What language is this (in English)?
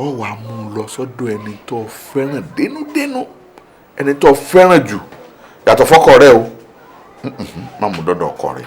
Yoruba